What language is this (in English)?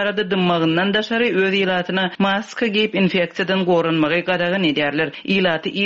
Turkmen